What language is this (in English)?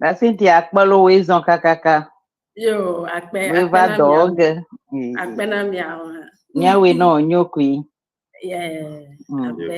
Ewe